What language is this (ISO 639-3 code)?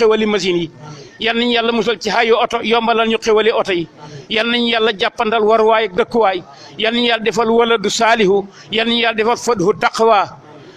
wol